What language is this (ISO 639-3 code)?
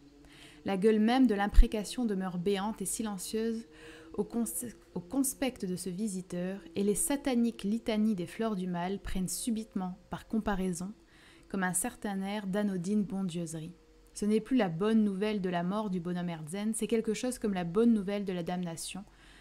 fra